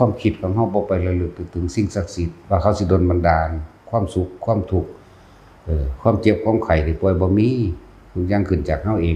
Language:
Northeastern Thai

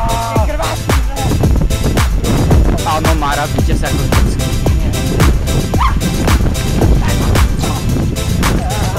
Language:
Czech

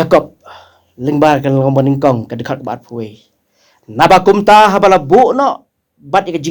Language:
Khasi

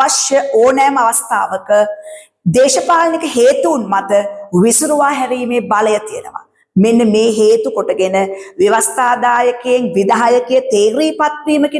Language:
Sinhala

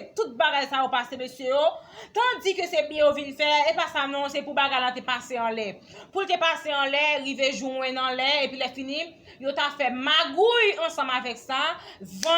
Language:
Haitian Creole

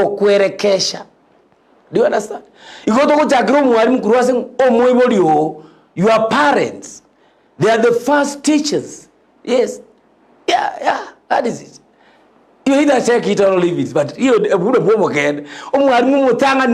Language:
Gusii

